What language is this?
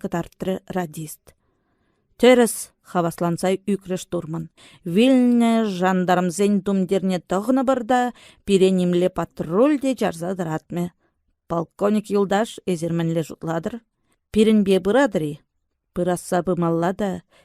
Chuvash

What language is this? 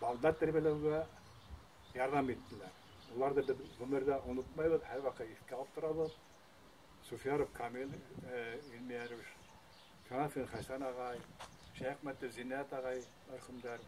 Bashkir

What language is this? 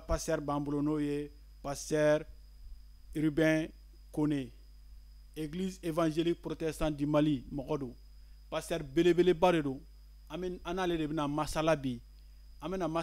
Bambara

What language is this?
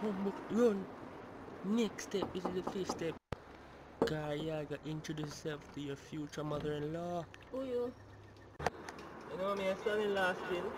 Jamaican Creole English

